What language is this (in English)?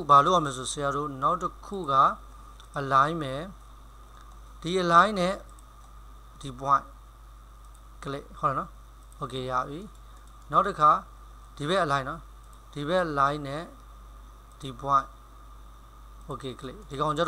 Burmese